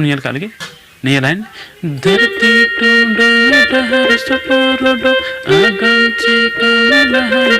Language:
Santali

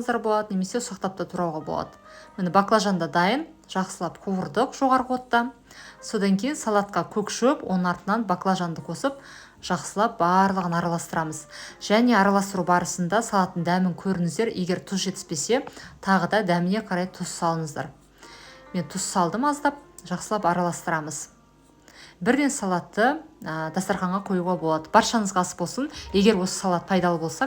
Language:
Kazakh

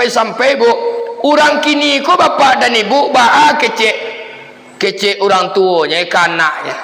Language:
Minangkabau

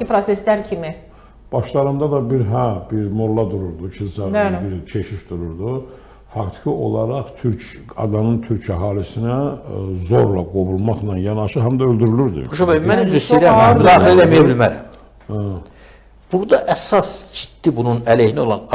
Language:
Azerbaijani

